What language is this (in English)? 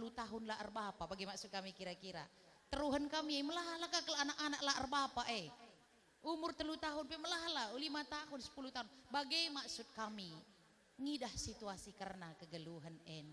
Batak Karo